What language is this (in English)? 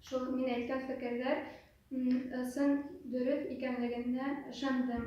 Bashkir